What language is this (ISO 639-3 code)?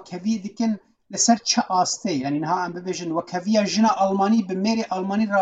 kur